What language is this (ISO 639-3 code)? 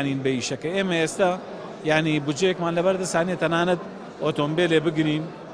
ckb